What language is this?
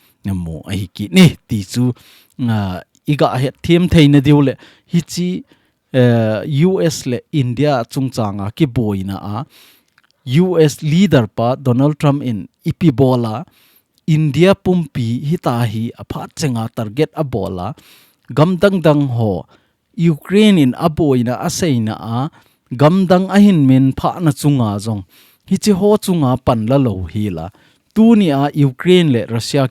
Thado Chin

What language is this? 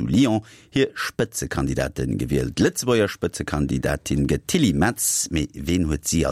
Luxembourgish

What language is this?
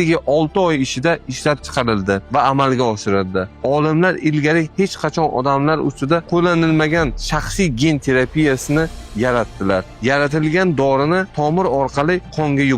Uzbek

